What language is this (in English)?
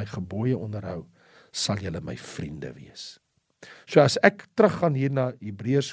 Afrikaans